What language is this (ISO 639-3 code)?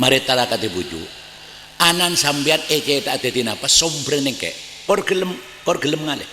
mad